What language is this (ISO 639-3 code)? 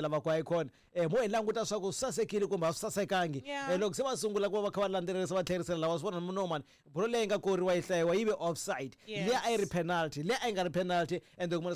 tso